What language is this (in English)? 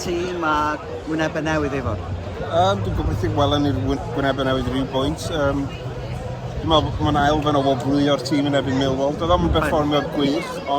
Welsh